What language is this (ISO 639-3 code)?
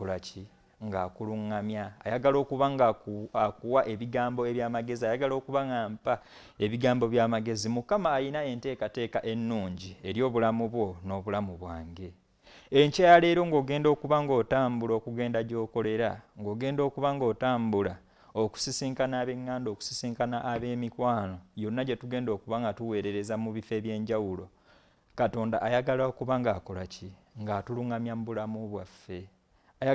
lug